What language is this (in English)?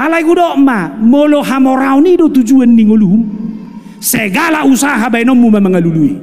Batak Toba